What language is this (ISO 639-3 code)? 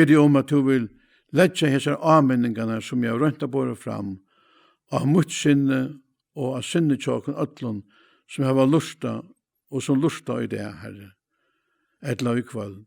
fao